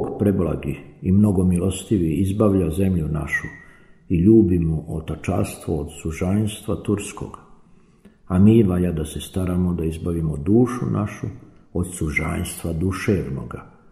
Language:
Serbian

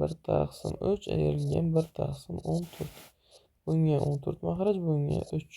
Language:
Uzbek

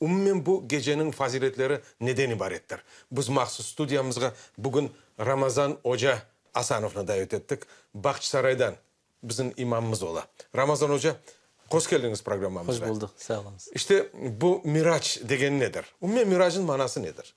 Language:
Crimean Tatar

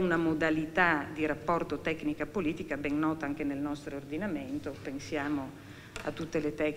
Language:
Italian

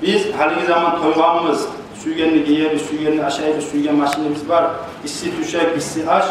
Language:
Kumyk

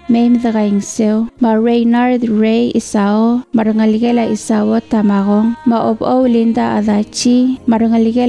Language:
Palauan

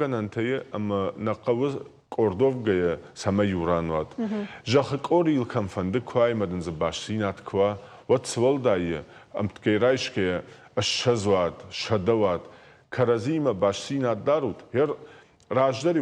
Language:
Ossetic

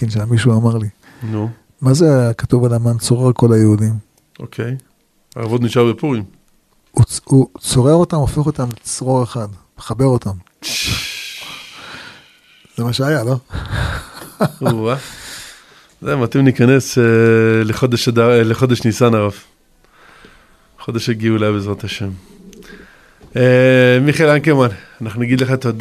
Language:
Hebrew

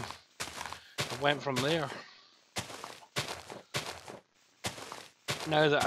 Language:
English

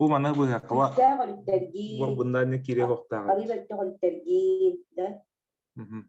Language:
Yakut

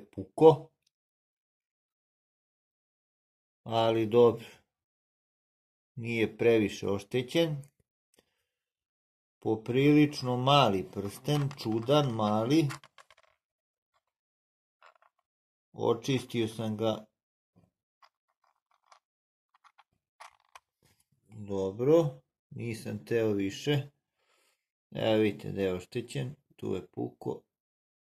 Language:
Serbian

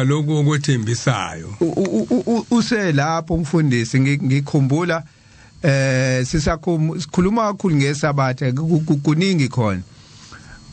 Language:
Zulu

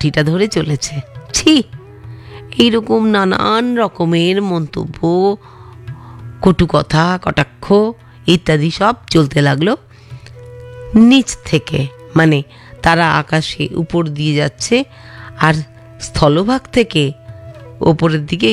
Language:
Bangla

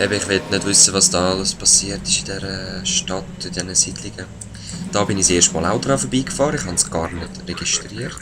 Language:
Swiss German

